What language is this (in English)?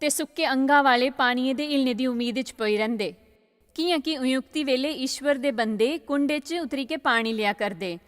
Dogri